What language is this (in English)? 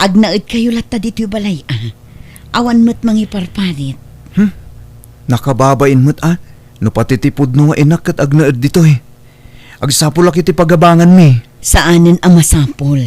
Iloko